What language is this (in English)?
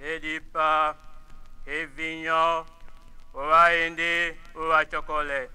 Tetela